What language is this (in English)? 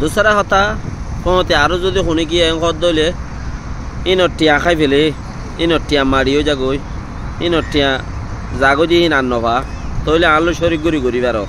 Rohingya